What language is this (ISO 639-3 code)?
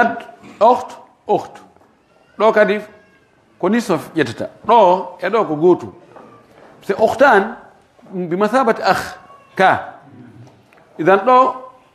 ful